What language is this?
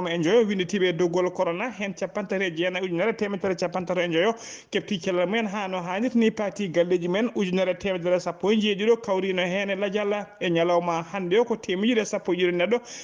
Fula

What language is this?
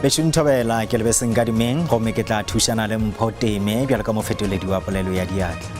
Northern Sotho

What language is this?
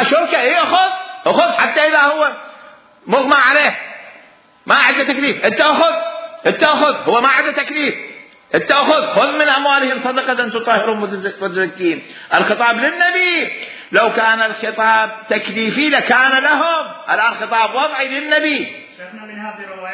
Mesopotamian Arabic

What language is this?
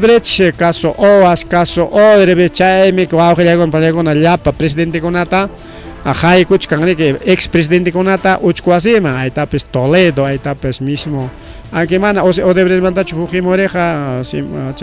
Ayacucho Quechua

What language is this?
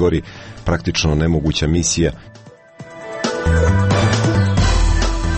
Croatian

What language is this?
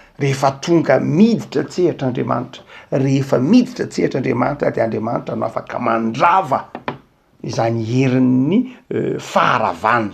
Malagasy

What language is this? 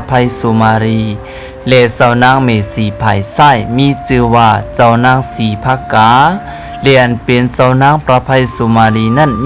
Shan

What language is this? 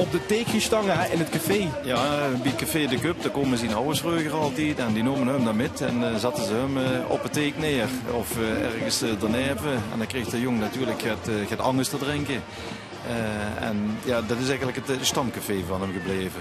Limburgish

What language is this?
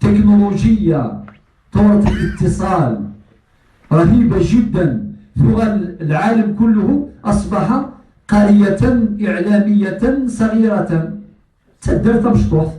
Kabyle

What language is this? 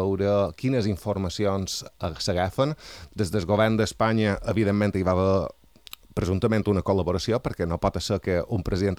Catalan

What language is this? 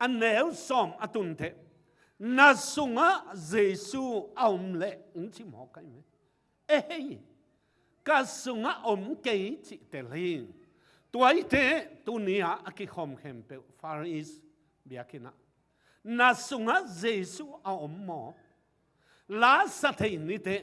Tedim Chin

